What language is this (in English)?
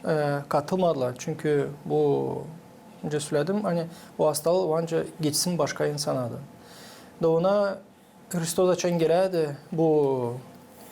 Gagauz